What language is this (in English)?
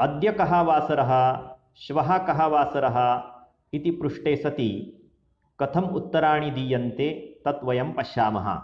Sanskrit